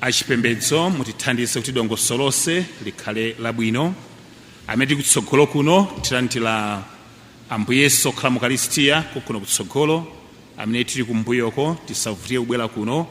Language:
Nyanja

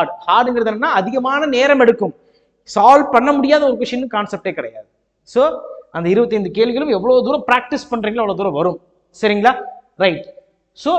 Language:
Tamil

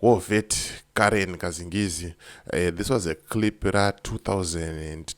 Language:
Shona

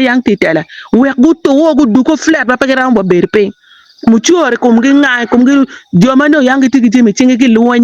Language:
Acoli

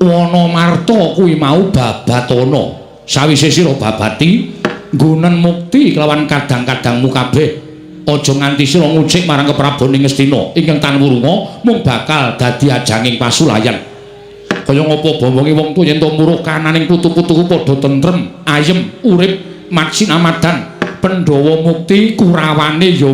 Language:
Javanese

